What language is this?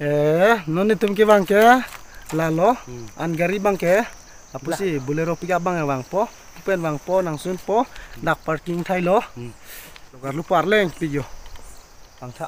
Karbi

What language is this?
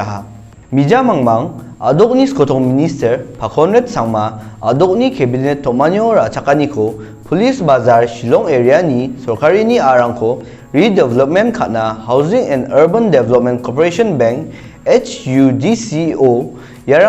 Garo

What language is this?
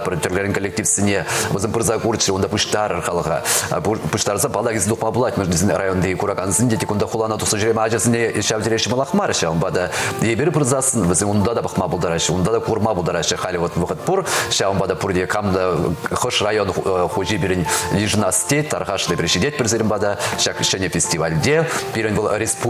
Chuvash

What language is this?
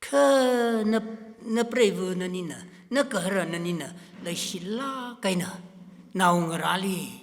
Tangkhul Naga (India)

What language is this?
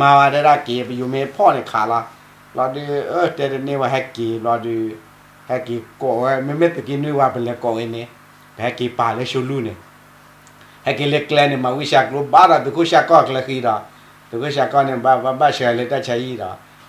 S'gaw Karen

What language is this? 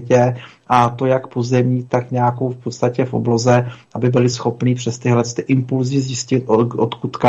Czech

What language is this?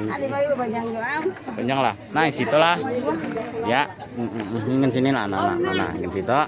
Banjar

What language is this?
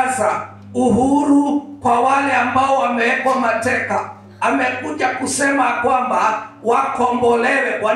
Swahili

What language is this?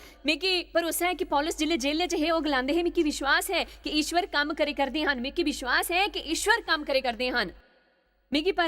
Dogri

